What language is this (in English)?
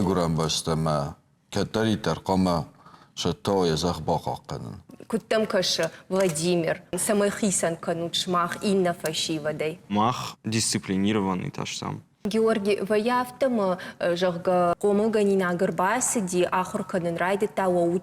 Ossetic